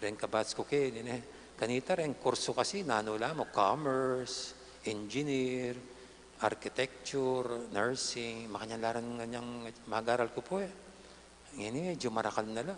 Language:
Pampanga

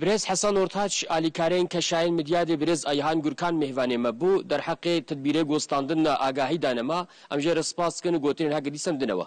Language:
Kurdish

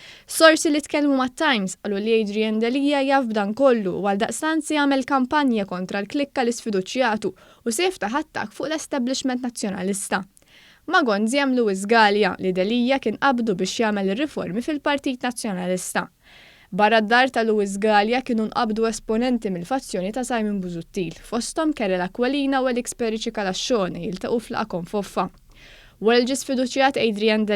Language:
Maltese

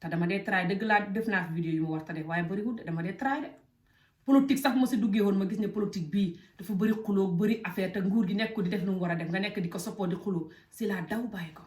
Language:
Wolof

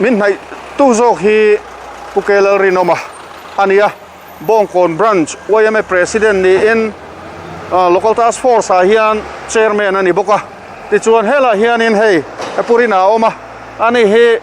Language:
Mizo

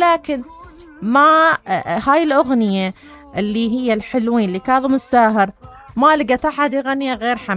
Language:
Mesopotamian Arabic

